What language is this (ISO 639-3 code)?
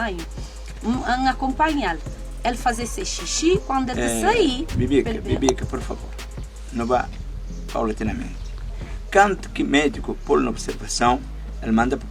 kea